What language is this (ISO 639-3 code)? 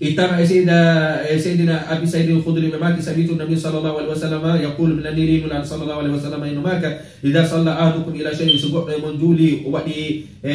ful